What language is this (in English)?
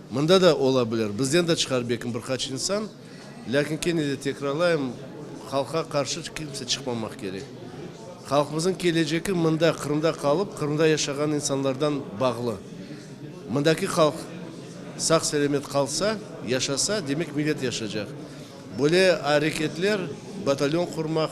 Crimean Tatar